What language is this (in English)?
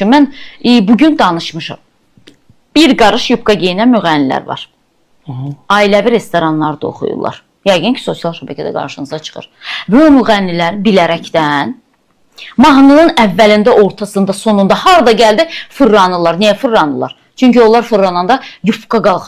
Azerbaijani